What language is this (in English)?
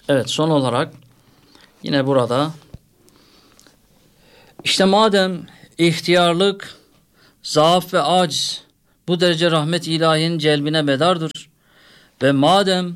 Turkish